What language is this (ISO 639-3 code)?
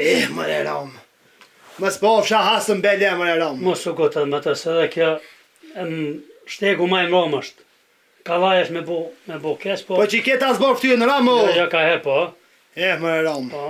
sqi